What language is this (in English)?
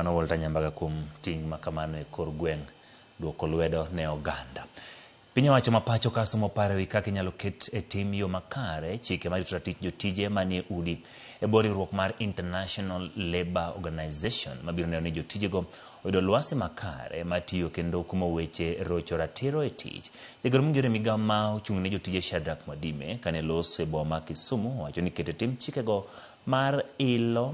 Luo (Kenya and Tanzania)